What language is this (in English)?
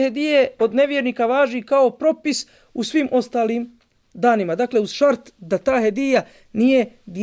Bosnian